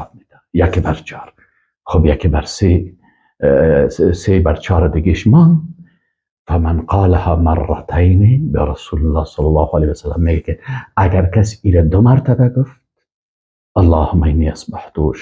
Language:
Persian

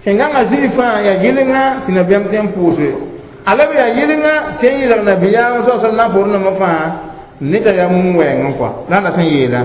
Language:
Mossi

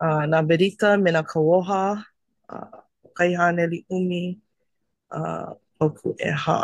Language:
Hawaiian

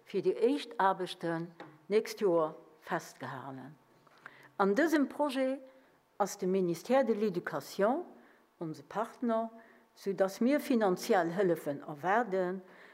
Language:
Luxembourgish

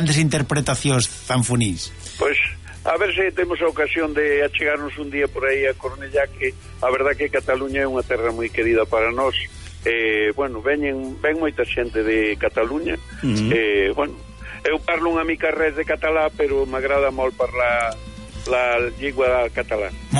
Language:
Galician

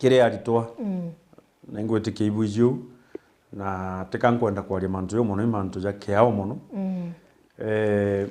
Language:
Meru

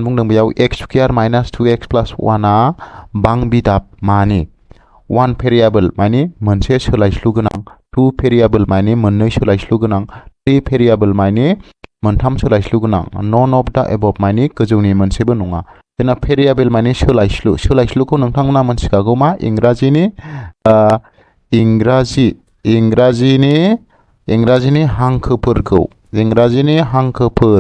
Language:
Bodo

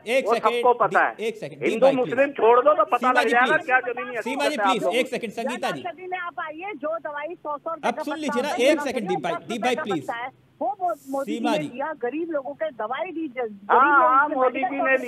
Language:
Hindi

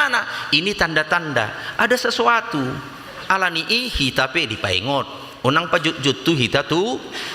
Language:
Batak Toba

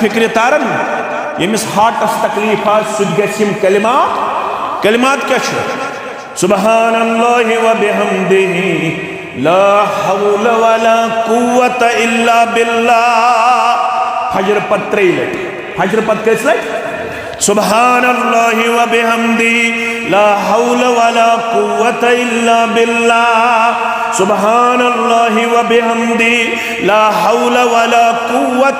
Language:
Kashmiri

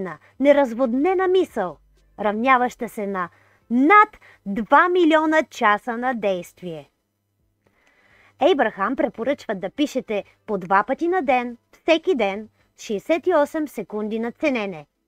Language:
Bulgarian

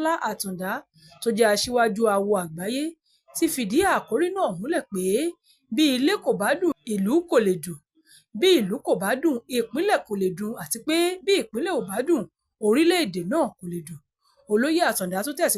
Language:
Yoruba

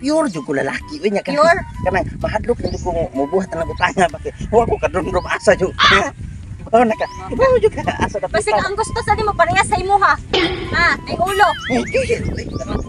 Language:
Cebuano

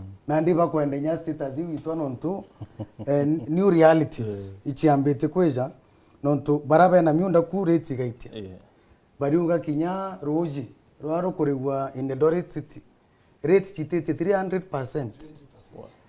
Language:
Meru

